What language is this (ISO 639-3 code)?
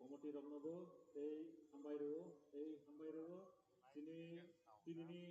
trp